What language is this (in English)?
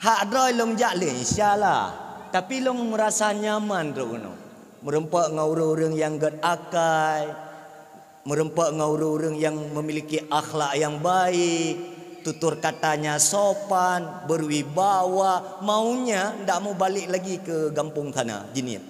Achinese